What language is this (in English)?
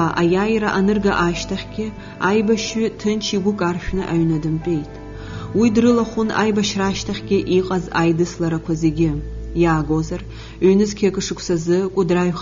Abkhazian